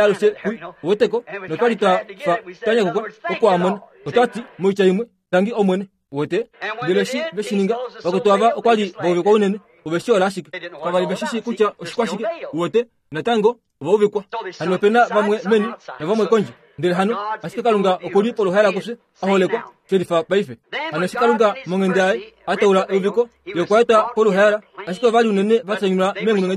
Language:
Kuanyama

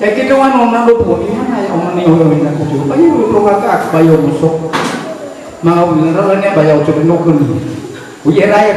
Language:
Nias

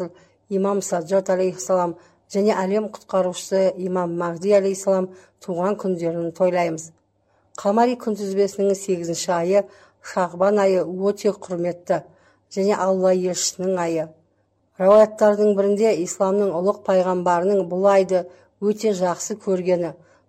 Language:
Kazakh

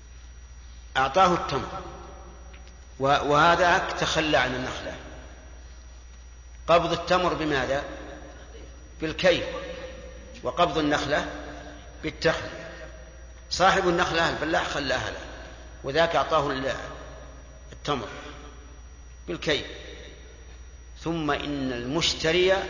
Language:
Arabic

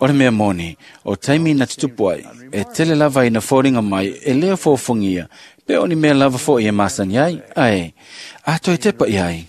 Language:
Samoan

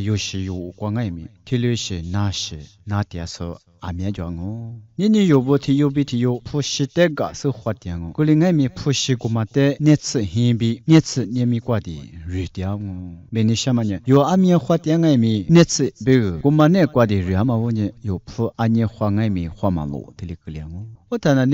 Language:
Lisu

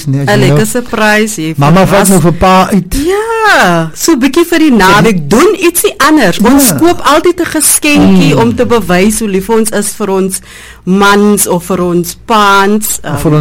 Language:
Afrikaans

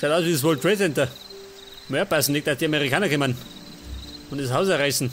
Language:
Bavarian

